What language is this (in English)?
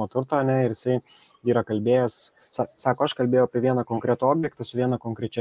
Lithuanian